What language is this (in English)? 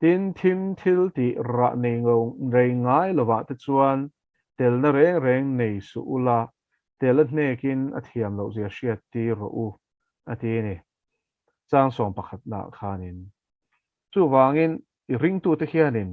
Mizo